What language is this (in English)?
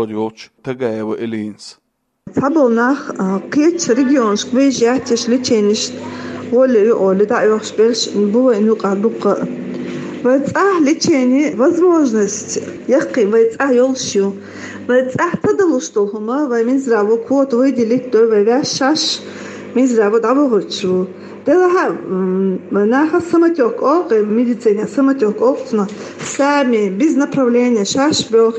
Chechen